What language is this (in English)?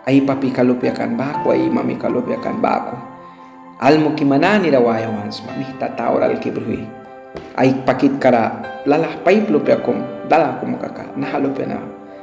Mískito